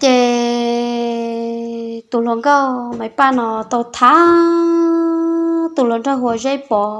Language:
Hmong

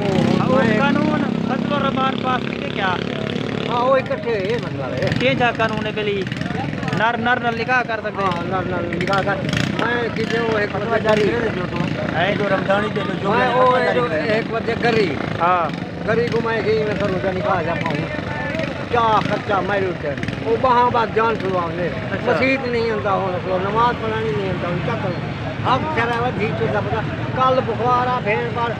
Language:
Saraiki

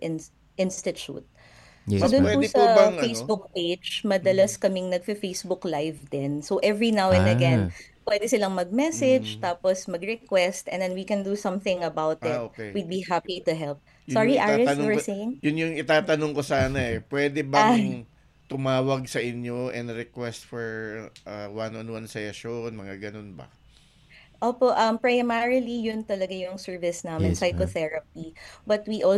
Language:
Filipino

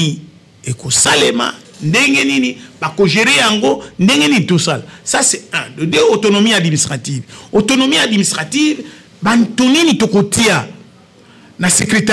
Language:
Lingala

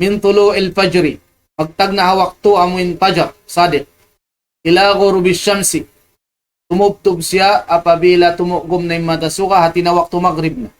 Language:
Tausug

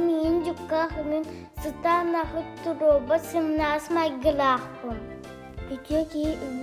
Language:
Yakut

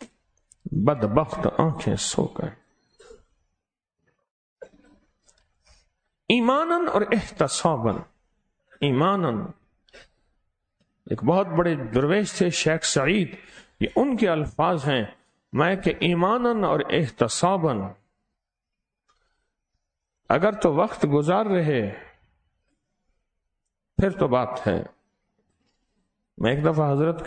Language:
Urdu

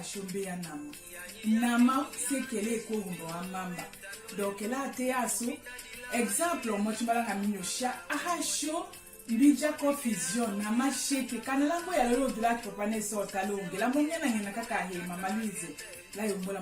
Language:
Tetela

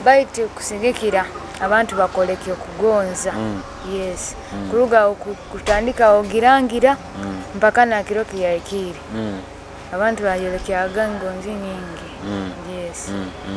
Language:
Nyoro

